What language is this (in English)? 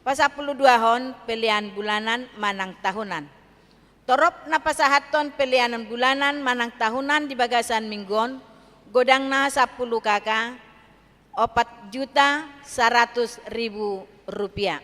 Batak Toba